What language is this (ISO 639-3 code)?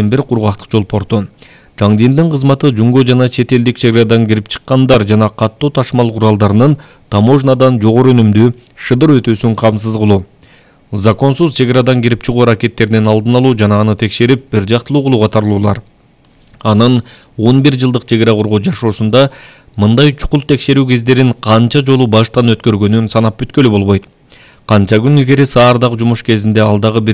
kir